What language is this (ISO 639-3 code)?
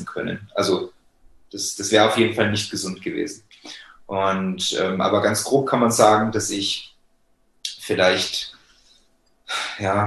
deu